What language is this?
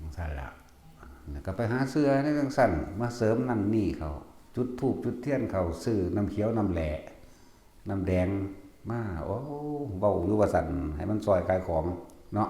Northeastern Thai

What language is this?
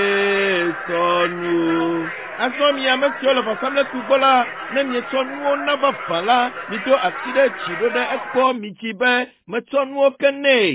Ewe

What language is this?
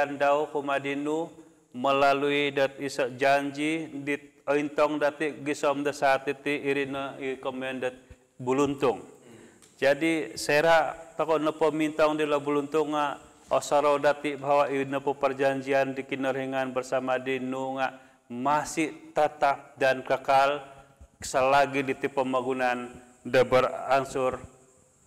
Central Dusun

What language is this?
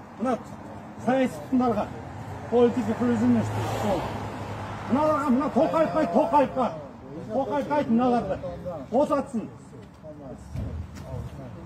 Kazakh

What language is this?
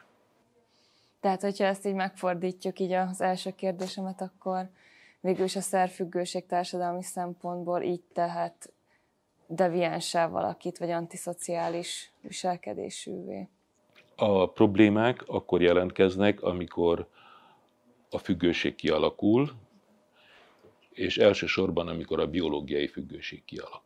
Hungarian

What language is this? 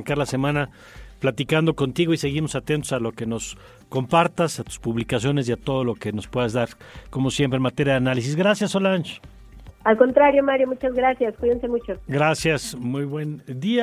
Spanish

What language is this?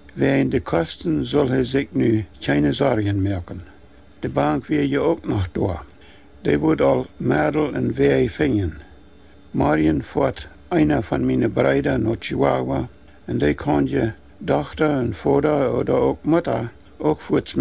Plautdietsch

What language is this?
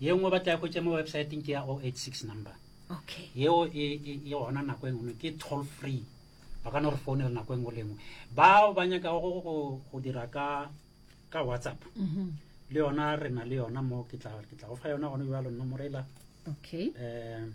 Northern Sotho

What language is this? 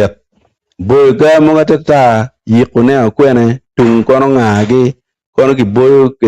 Acoli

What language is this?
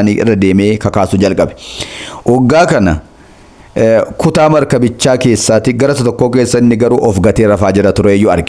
Oromo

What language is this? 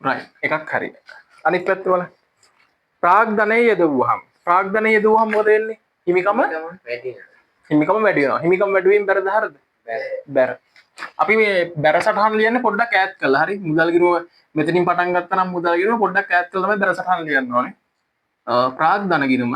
Sinhala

